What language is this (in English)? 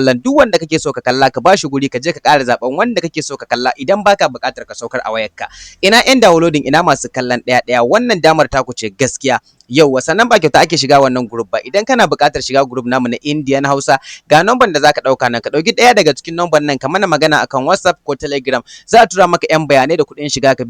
Hausa